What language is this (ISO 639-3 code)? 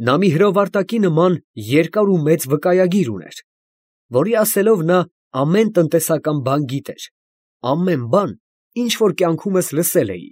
hye